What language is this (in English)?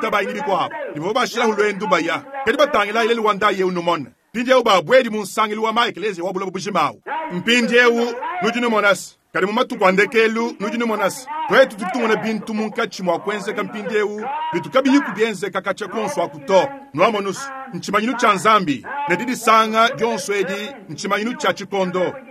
Luba-Lulua